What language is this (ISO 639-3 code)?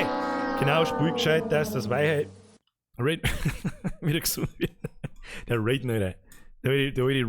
bar